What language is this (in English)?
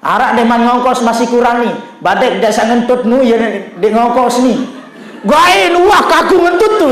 Sasak